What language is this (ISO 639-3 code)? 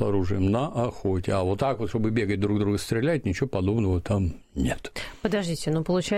rus